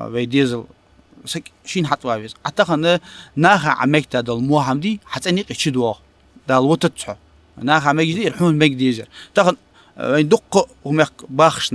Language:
Ingush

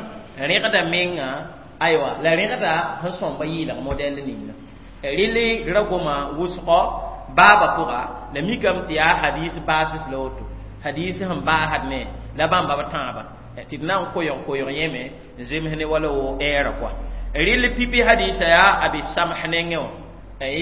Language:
Mossi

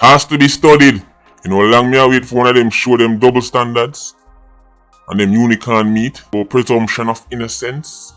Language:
Jamaican Creole English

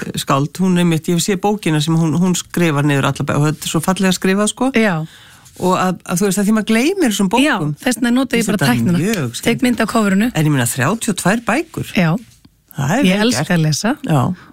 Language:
Icelandic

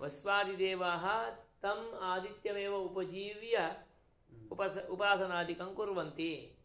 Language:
Sanskrit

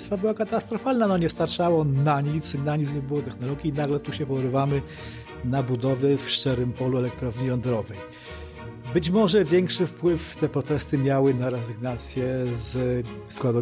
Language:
Polish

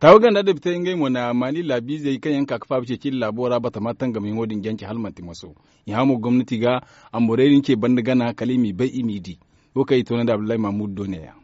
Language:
Zarma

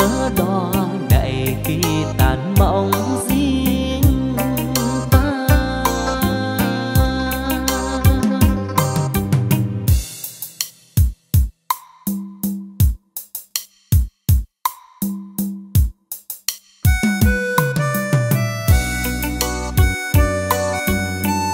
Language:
Vietnamese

